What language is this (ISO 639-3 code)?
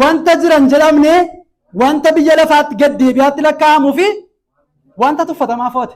orm